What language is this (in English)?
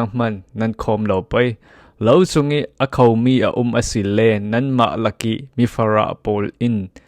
Falam Chin